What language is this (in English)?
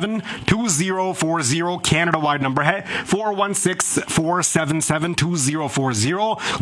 Punjabi